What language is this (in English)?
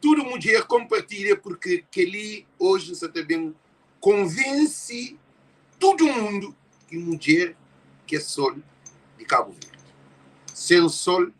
Kabuverdianu